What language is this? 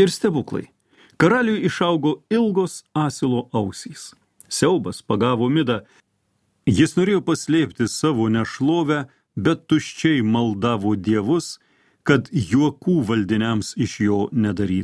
Lithuanian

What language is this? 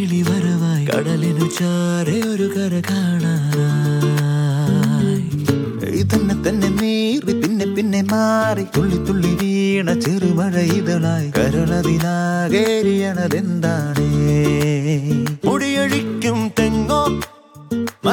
Malayalam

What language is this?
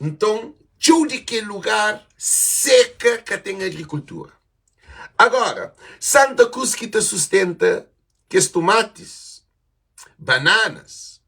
Kabuverdianu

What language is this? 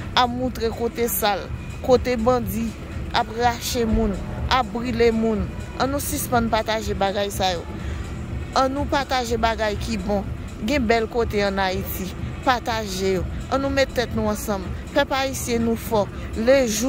Haitian Creole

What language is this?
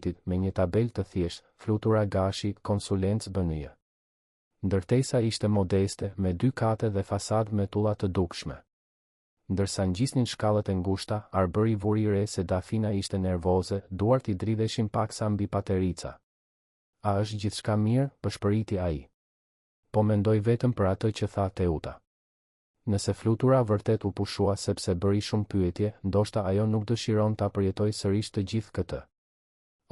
Albanian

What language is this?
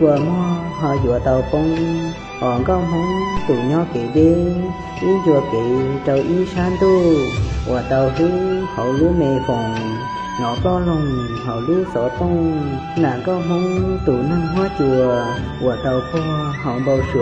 Hmong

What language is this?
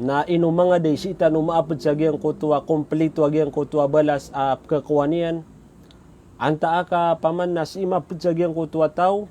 Maranao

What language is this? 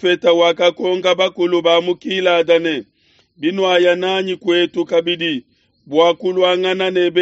Luba-Lulua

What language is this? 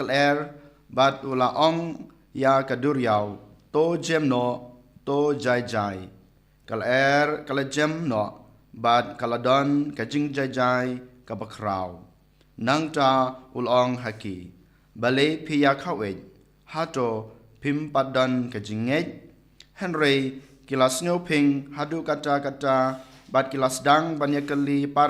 Khasi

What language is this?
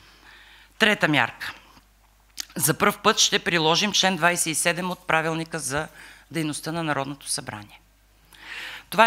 Bulgarian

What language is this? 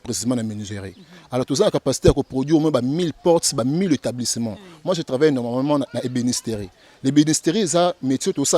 Lingala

